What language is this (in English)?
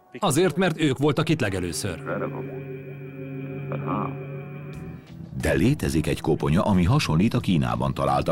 Hungarian